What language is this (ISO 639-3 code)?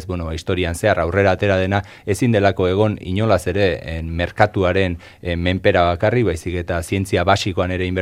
eus